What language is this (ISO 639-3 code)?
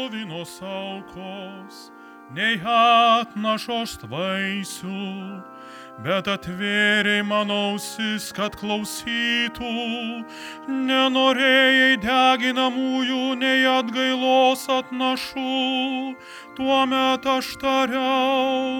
lit